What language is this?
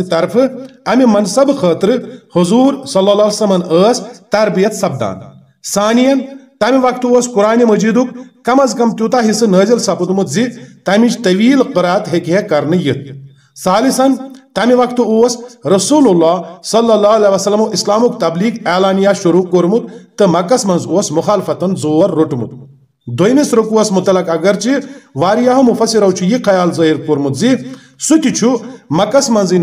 Kashmiri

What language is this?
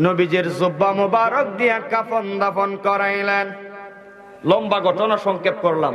Sylheti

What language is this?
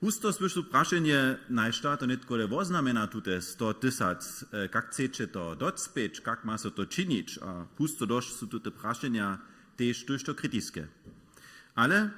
Upper Sorbian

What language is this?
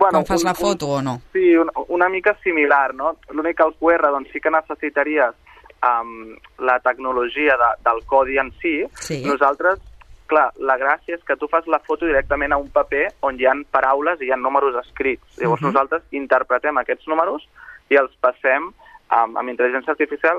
Catalan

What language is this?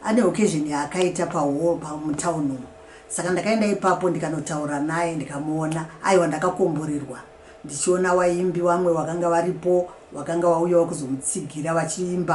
Shona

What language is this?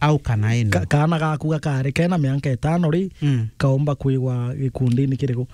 Meru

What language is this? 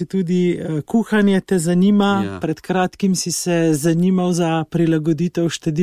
Slovenian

